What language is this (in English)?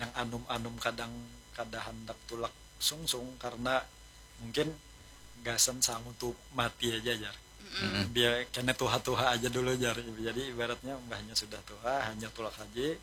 Banjar